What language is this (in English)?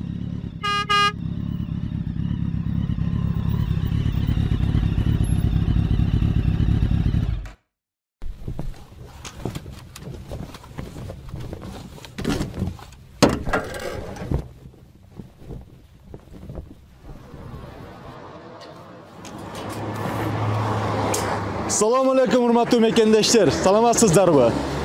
Kyrgyz